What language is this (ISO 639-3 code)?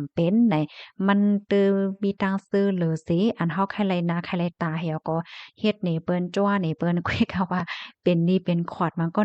shn